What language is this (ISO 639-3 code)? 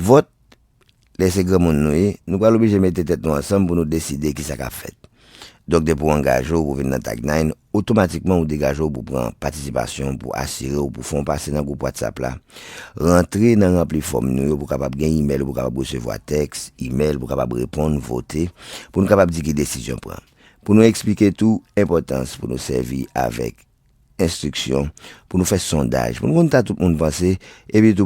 hat